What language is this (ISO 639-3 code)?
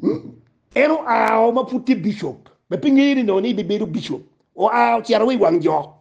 ach